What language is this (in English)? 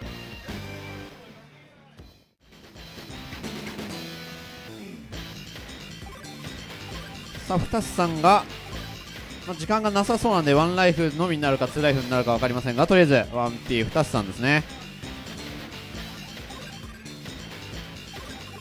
Japanese